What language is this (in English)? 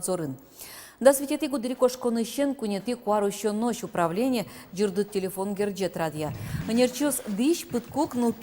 Udmurt